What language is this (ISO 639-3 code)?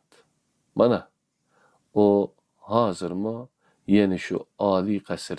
uig